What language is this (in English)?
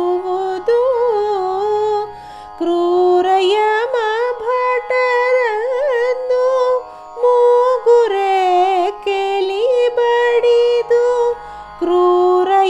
Kannada